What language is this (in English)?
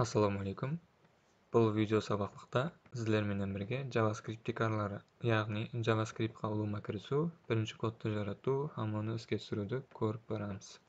Kara-Kalpak